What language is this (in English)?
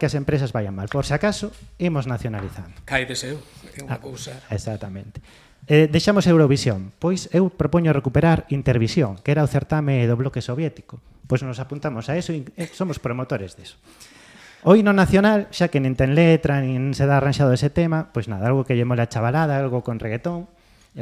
Galician